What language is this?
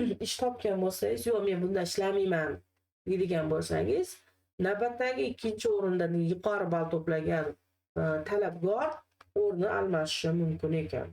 Uzbek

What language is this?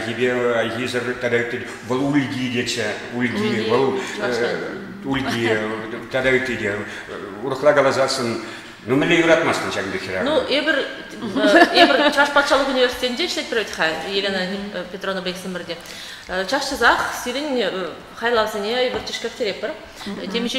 Chuvash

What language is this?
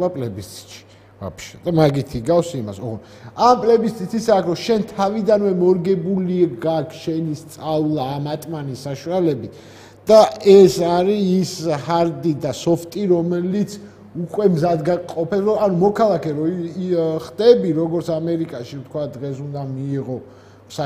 Georgian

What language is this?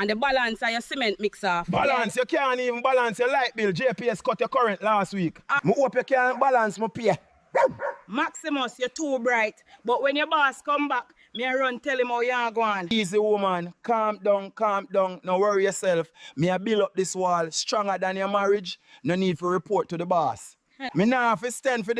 Jamaican Creole English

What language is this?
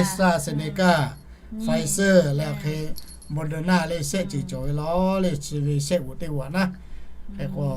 Lahu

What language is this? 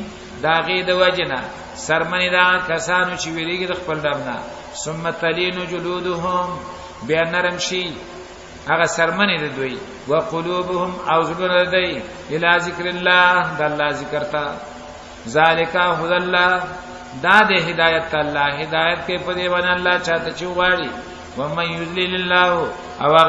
Pashto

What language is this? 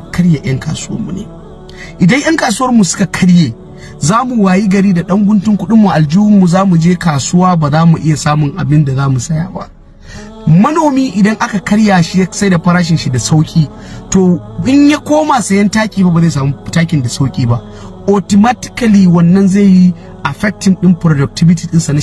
Hausa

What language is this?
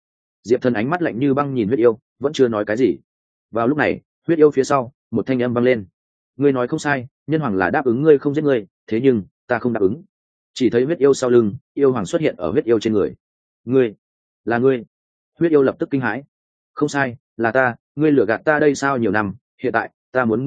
Vietnamese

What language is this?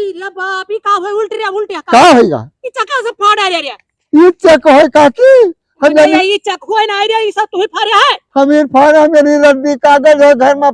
Awadhi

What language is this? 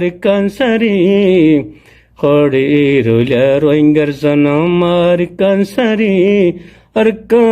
Rohingya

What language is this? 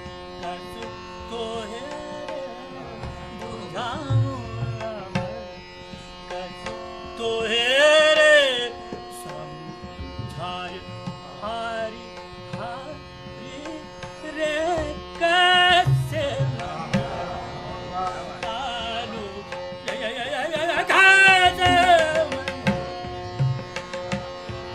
Bhojpuri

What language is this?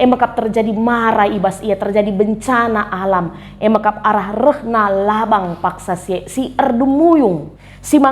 Batak Karo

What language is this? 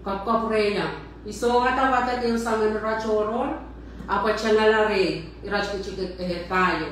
Pohnpeian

